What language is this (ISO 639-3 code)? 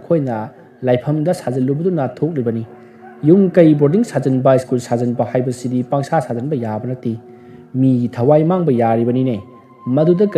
mni